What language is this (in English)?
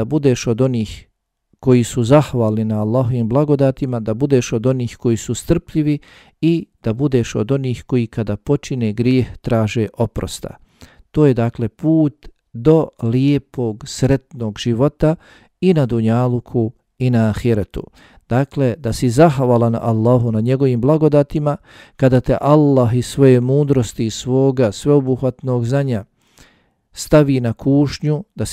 Bosnian